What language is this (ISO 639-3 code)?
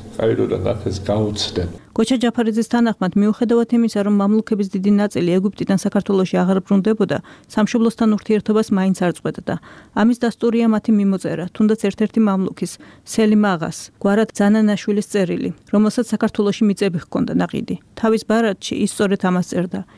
kat